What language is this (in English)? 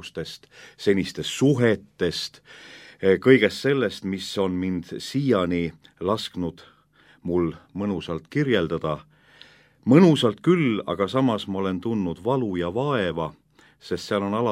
Estonian